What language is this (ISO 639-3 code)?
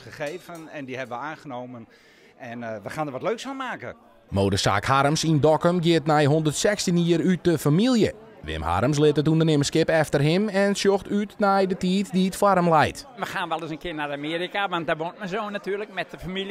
fry